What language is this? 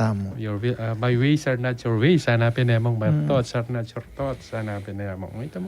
Pampanga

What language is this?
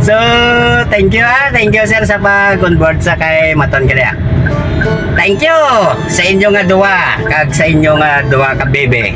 Hiligaynon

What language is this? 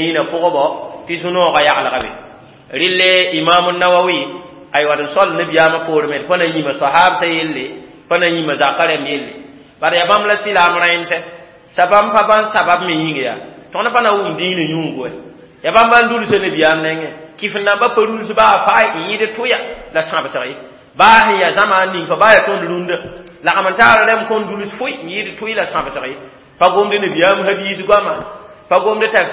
Mossi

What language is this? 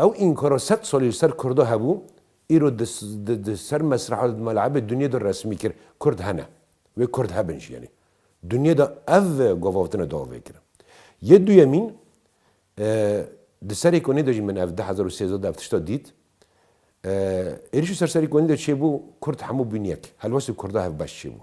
Kurdish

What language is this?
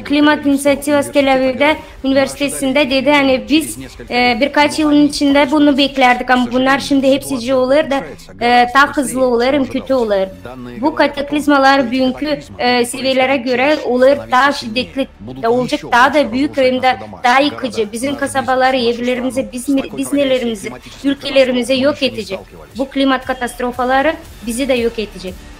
Gagauz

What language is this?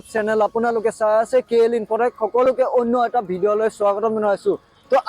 Assamese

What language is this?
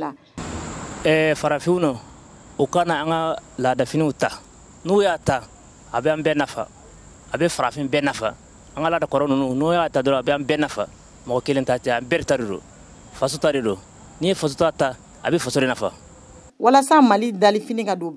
Bambara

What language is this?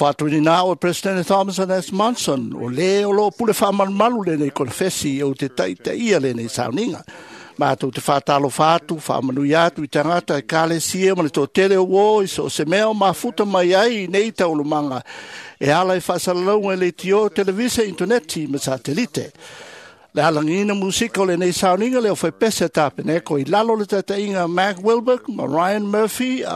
Samoan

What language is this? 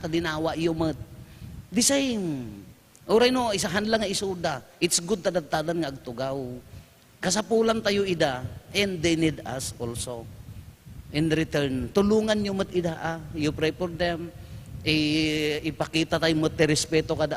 Iloko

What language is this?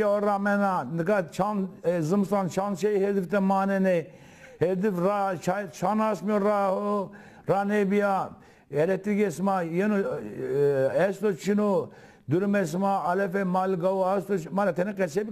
Zaza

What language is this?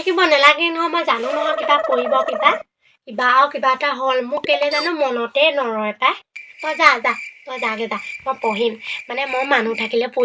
Assamese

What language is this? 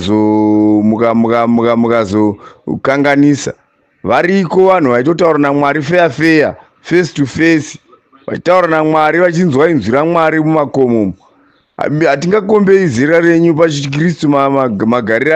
Shona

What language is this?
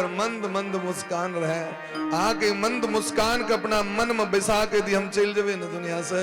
Maithili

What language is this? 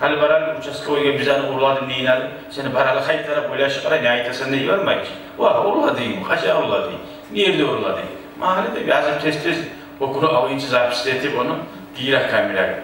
Kumyk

